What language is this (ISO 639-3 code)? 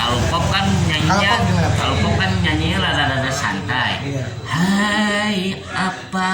bew